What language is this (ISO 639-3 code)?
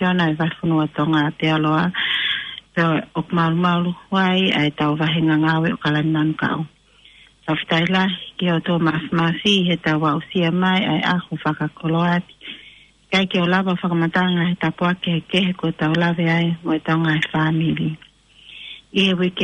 ton